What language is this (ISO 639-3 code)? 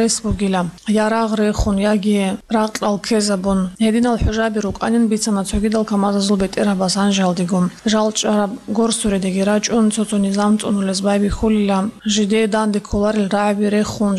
ava